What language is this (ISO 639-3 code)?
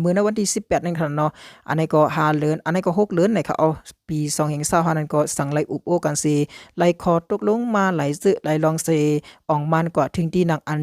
shn